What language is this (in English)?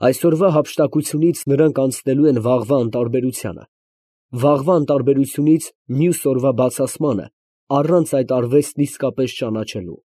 Armenian